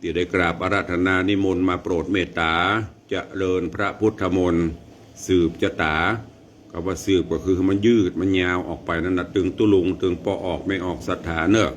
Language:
Northern Thai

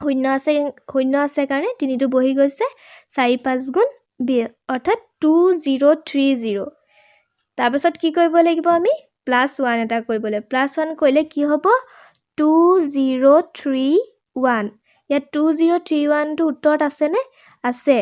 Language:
Assamese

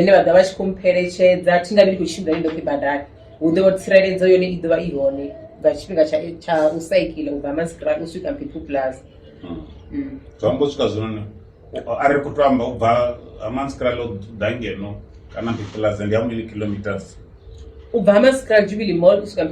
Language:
Venda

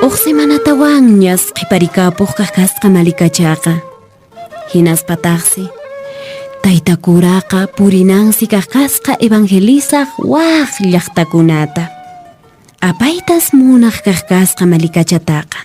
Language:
Quechua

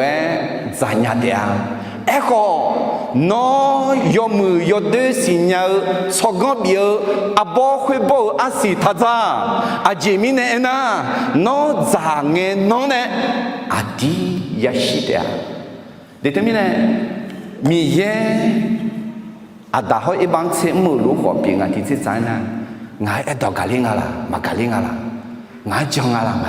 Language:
Akha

